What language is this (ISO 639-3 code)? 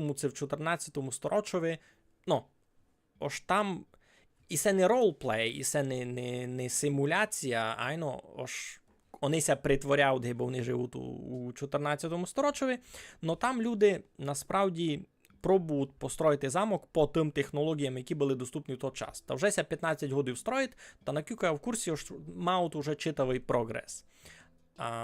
rue